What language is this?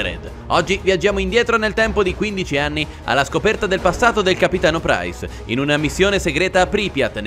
Italian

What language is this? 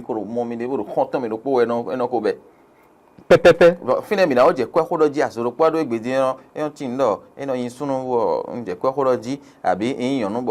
Fon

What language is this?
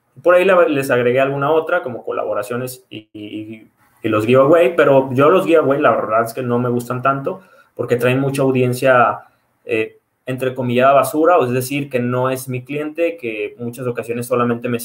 Spanish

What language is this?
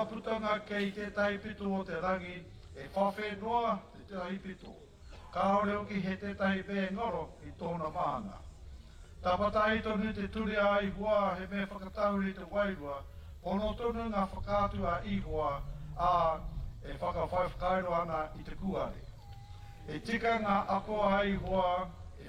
Māori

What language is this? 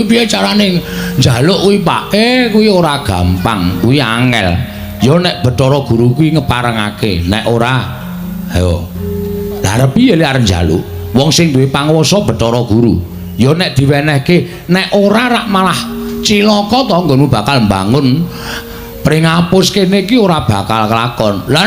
Javanese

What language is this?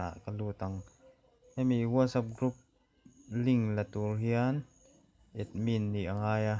Mizo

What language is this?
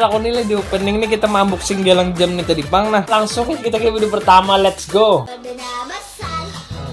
Banjar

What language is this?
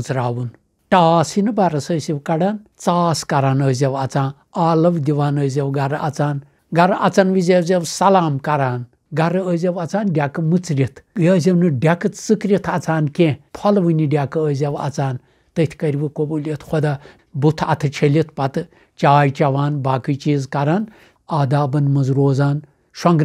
Kashmiri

